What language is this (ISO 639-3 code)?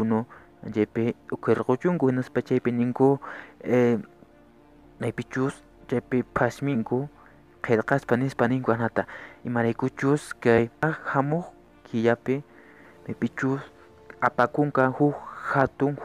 que